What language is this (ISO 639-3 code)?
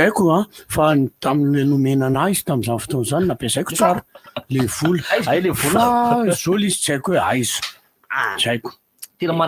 mlg